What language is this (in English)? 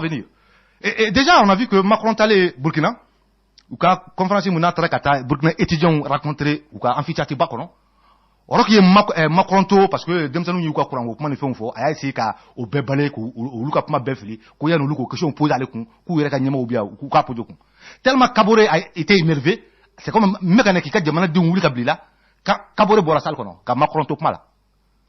Bambara